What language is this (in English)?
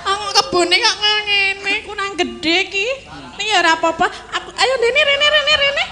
Javanese